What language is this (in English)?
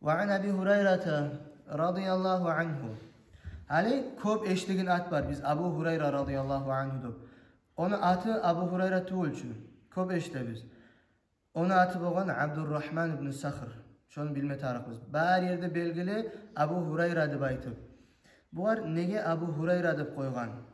Kumyk